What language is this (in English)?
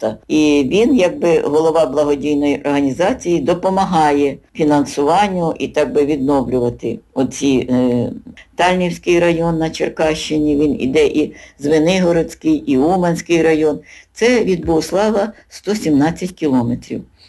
Ukrainian